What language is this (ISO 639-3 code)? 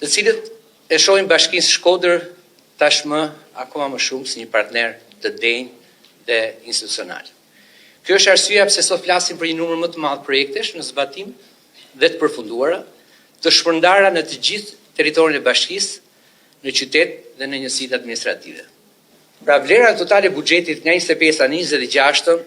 sqi